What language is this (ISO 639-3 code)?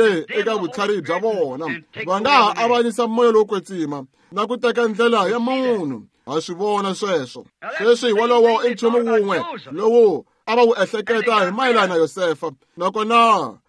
tso